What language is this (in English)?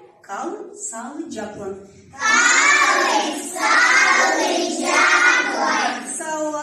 Gagauz